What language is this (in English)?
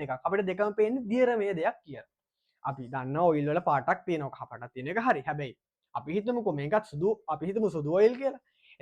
Sinhala